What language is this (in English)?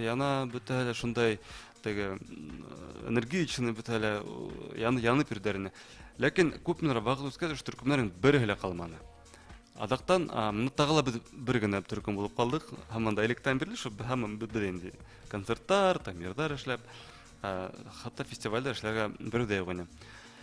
Bashkir